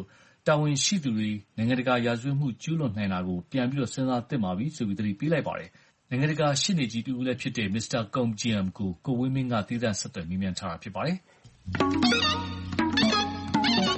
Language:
Burmese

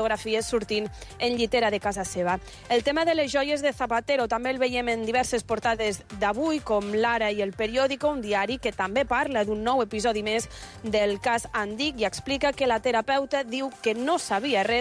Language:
Catalan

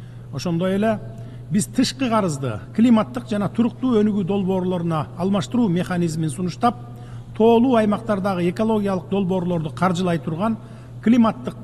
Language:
Kyrgyz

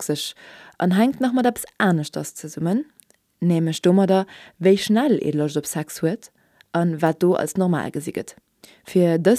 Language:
Luxembourgish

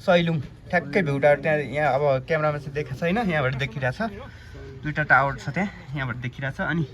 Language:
Nepali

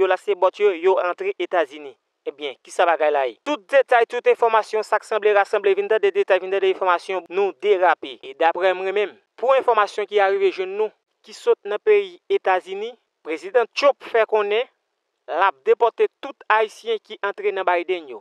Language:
Haitian Creole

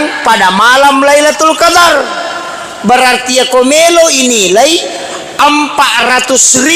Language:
Buginese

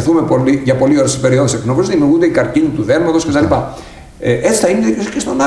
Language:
Greek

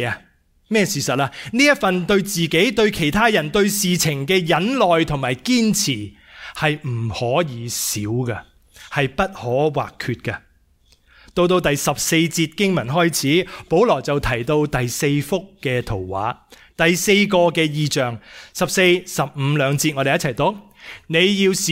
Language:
Cantonese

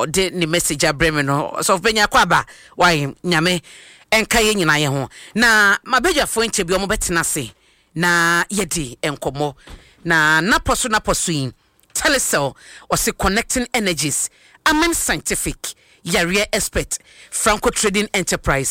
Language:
Akan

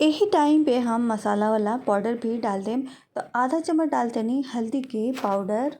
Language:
Bhojpuri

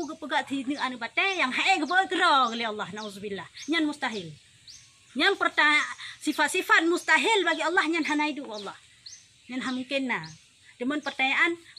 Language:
Achinese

